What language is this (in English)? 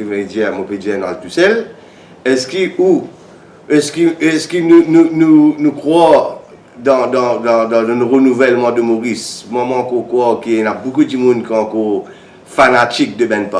Morisyen